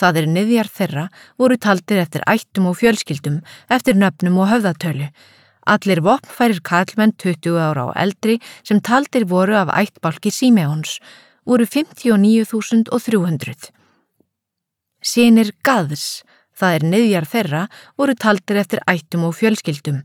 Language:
Icelandic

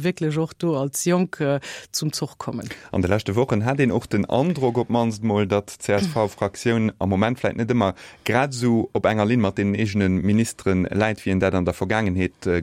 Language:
Luxembourgish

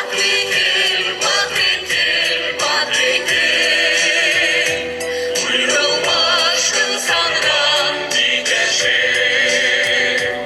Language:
Chuvash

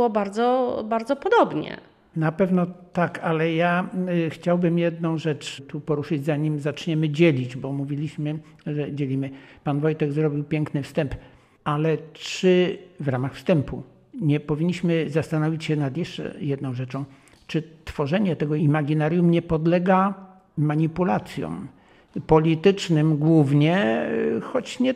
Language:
Polish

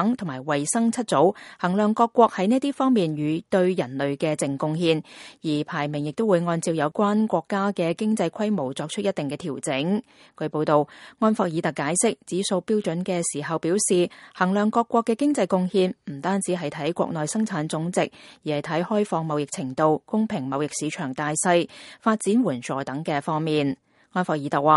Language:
Cantonese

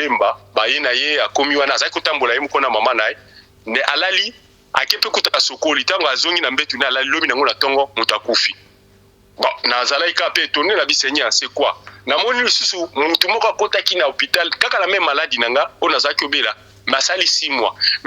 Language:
Lingala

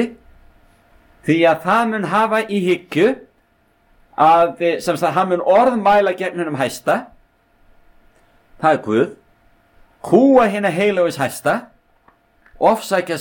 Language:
Icelandic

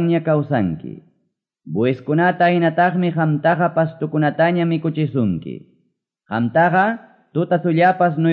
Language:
Quechua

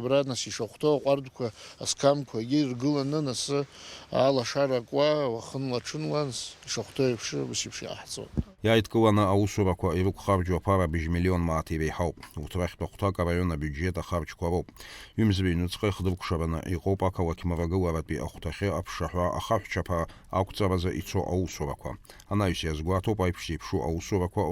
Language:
Abkhazian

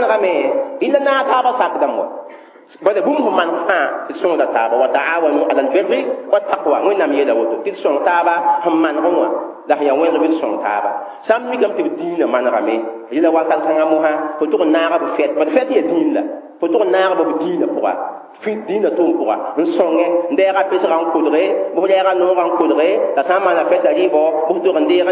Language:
Mossi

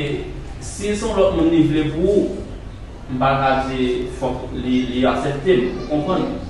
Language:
Haitian Creole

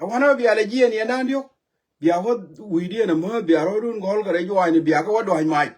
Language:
Nuer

